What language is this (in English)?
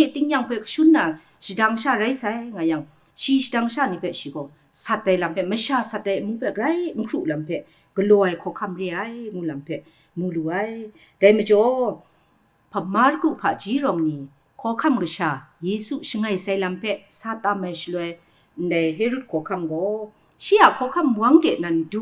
Kachin